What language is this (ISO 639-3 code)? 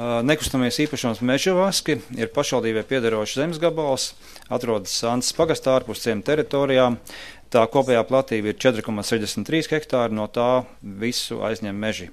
lav